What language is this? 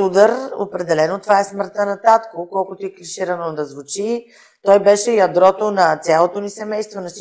Bulgarian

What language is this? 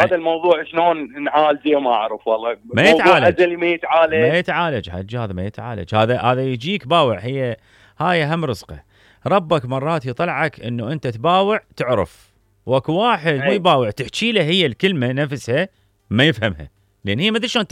Mesopotamian Arabic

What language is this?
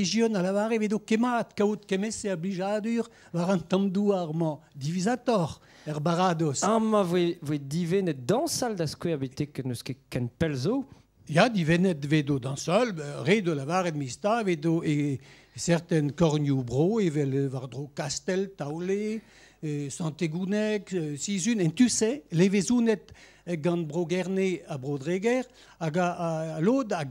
Breton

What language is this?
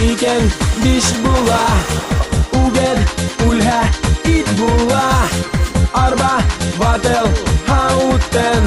Bashkir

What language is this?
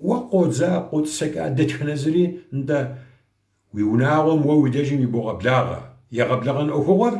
Kabardian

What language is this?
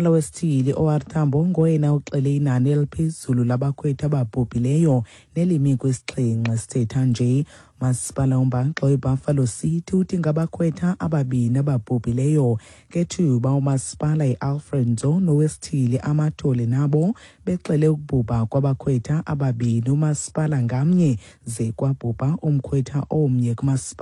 Xhosa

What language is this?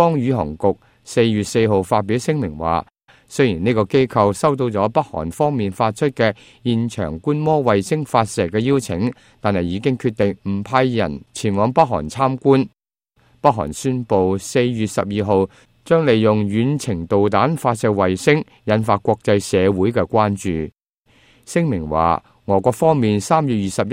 Cantonese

